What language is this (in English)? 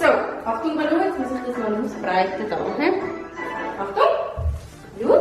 Swiss German